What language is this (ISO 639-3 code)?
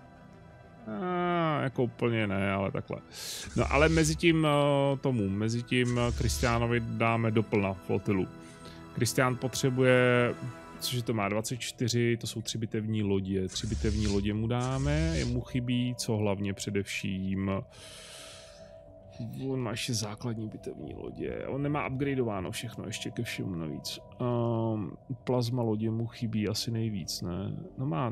ces